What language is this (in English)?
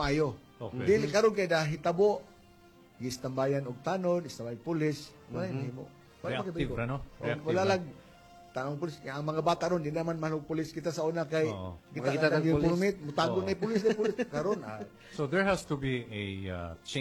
Cebuano